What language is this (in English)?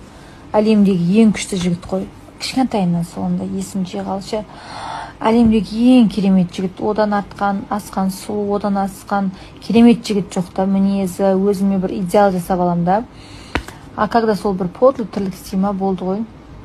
Kazakh